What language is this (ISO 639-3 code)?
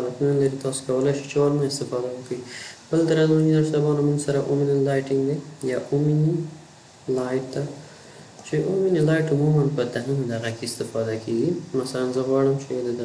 pus